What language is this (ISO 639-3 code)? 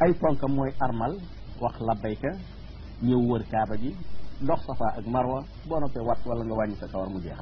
wol